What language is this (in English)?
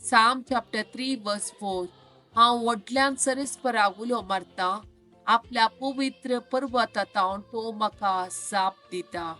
Konkani